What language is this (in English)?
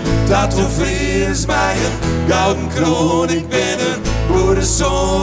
Western Frisian